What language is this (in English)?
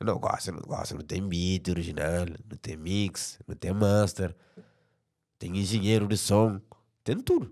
Kabuverdianu